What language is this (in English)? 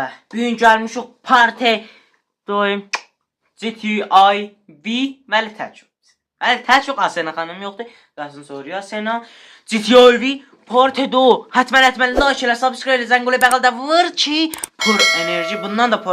South Azerbaijani